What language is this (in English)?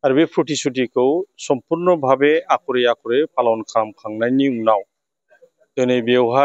Bodo